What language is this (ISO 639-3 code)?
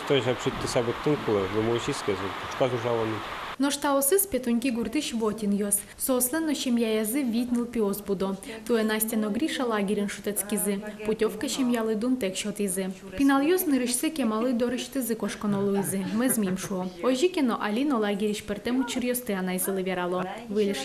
udm